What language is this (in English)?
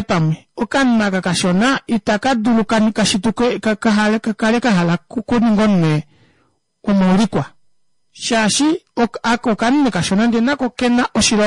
Kuanyama